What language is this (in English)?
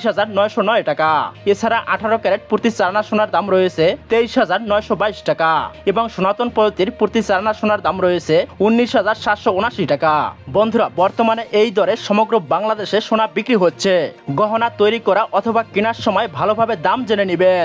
Bangla